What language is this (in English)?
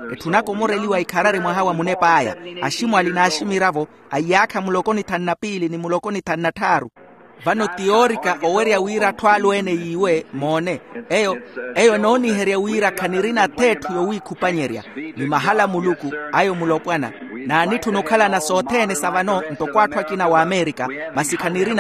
Makhuwa